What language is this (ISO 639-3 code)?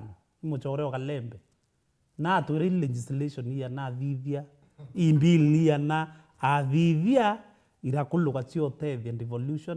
mer